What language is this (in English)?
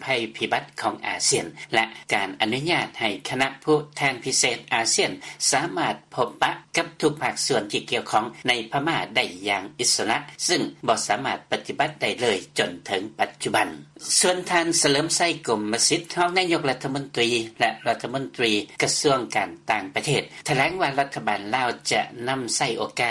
Lao